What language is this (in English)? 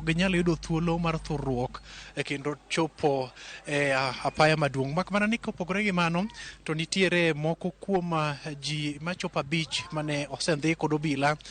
Luo (Kenya and Tanzania)